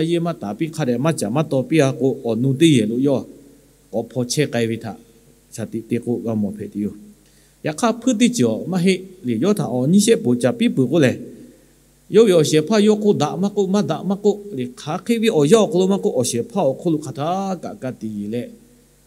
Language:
Lahu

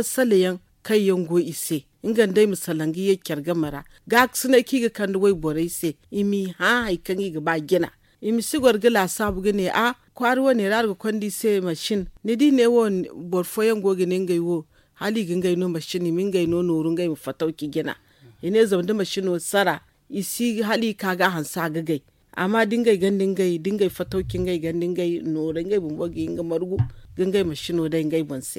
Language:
Zarma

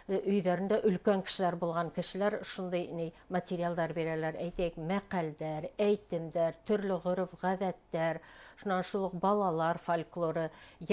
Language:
Bashkir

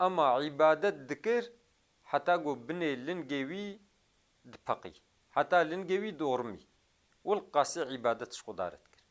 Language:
Kurdish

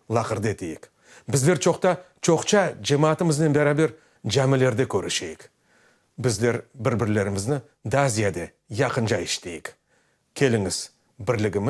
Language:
Crimean Tatar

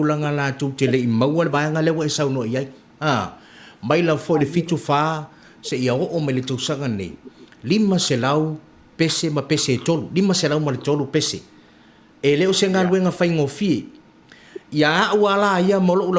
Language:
Samoan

